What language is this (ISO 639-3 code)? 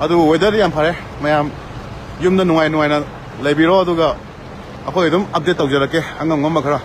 mni